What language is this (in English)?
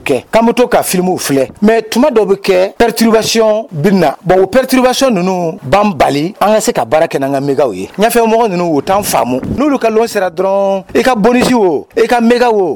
Dyula